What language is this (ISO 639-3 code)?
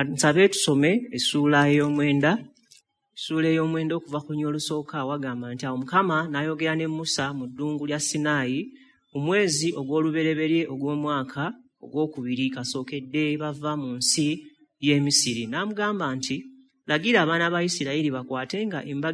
lug